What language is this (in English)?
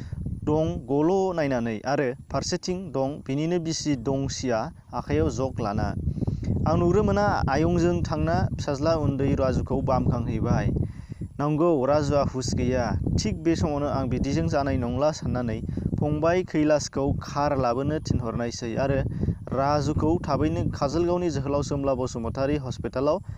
Bodo